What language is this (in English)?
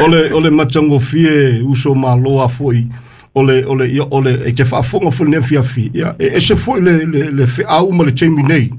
Samoan